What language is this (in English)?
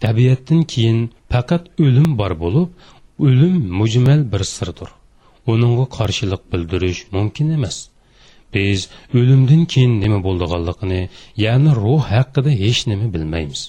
Uyghur